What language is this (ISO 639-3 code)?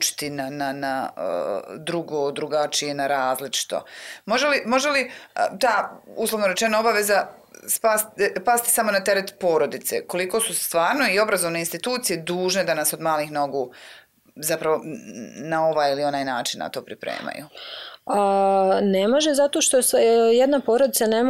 bos